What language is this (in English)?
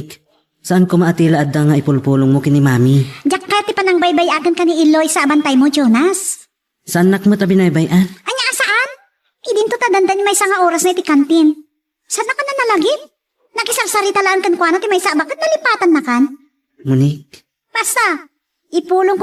Iloko